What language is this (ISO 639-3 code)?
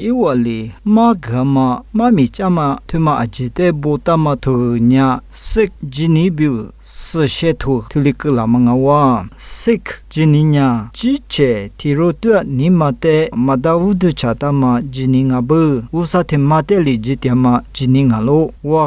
lis